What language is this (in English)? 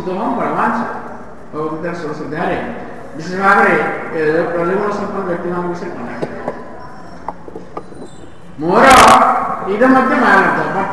Odia